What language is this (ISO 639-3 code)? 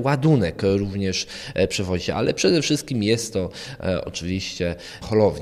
pol